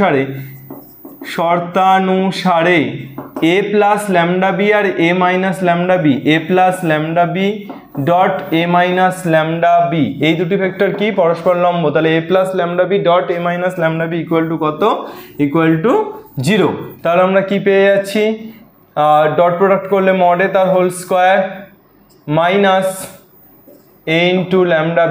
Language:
Bangla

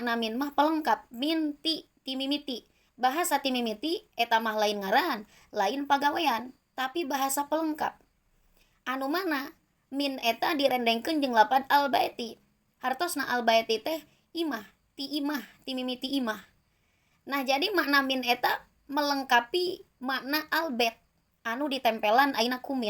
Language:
Sundanese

